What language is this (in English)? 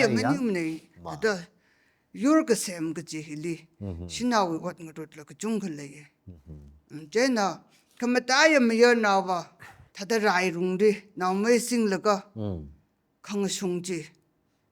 Tangkhul Naga (India)